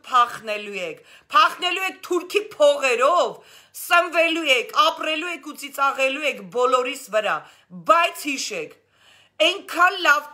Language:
Armenian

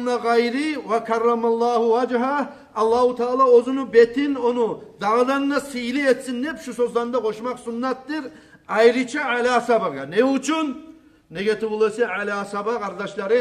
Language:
Kumyk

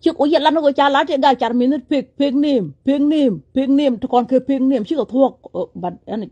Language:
Nuer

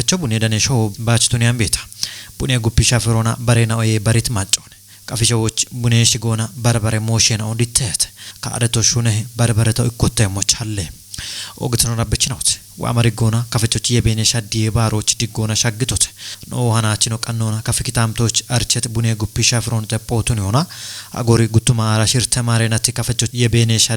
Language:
Kafa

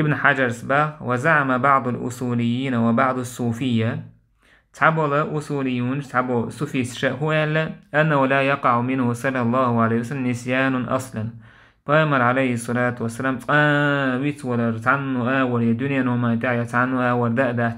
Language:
Chechen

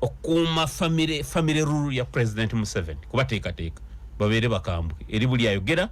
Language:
Ganda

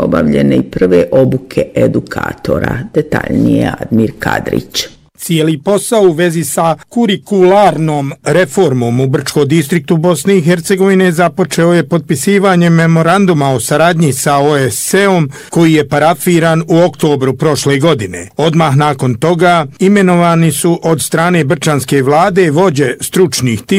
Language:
Bosnian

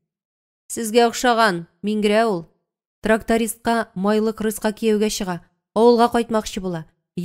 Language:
Tatar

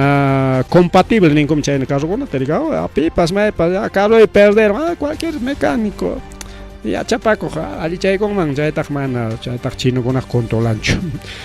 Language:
Ayacucho Quechua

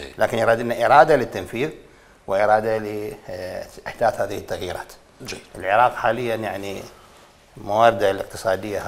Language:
Mesopotamian Arabic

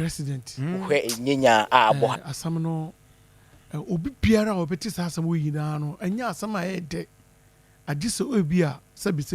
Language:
Akan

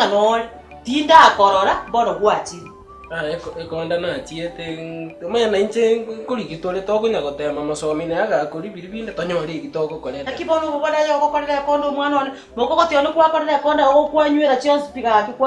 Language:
Gusii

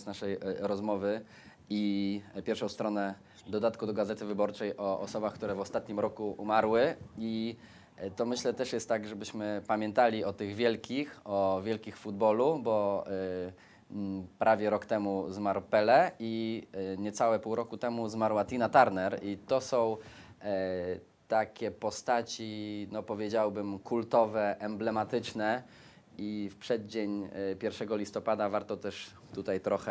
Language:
Polish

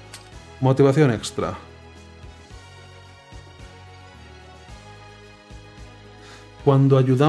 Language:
Spanish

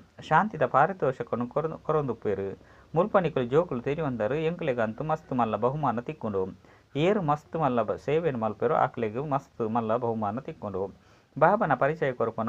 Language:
Tulu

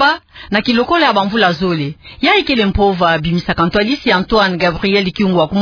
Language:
Kituba (Democratic Republic of Congo)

